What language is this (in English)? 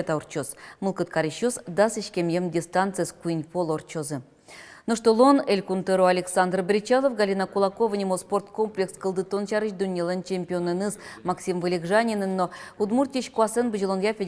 Udmurt